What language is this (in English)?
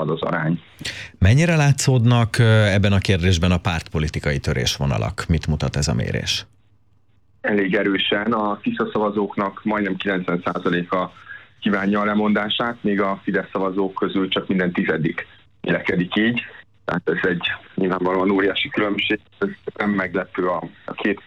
Hungarian